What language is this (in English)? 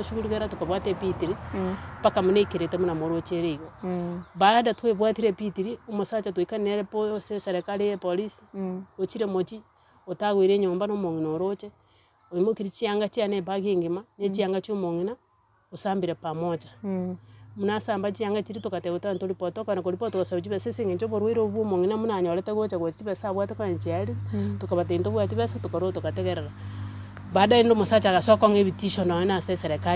Gusii